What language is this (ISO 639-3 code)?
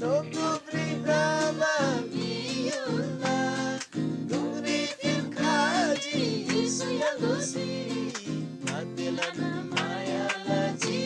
taj